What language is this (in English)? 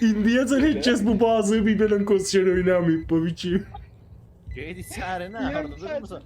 South Azerbaijani